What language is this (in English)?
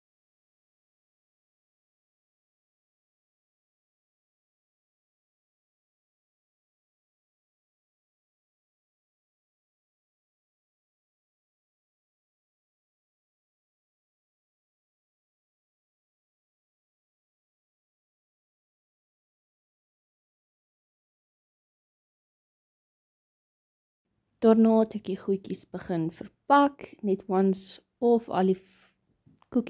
Afrikaans